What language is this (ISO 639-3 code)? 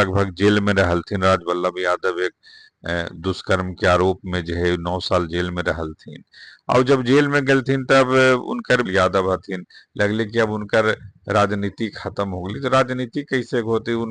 mag